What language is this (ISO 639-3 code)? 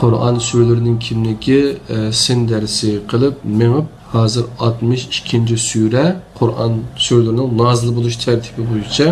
uig